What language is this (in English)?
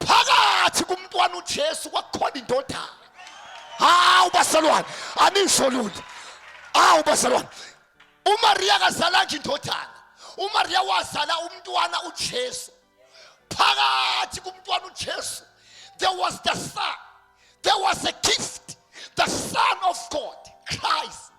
Zulu